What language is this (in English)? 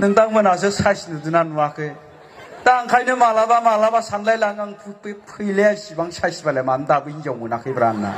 Bodo